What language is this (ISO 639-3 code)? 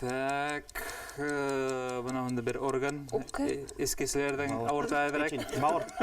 bak